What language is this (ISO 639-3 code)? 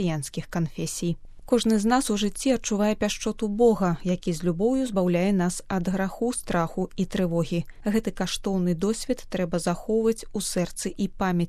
bel